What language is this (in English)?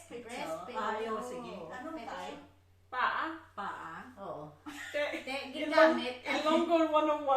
Hiligaynon